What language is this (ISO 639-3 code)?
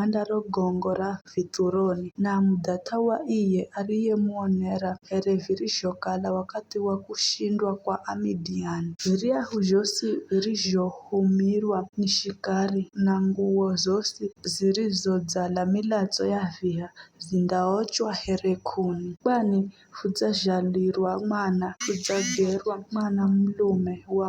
nyf